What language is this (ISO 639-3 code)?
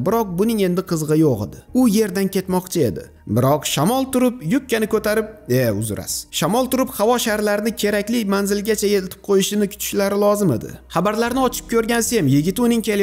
uzb